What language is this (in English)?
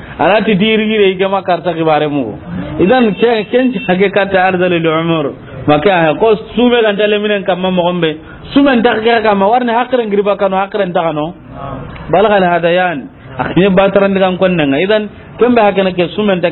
Soninke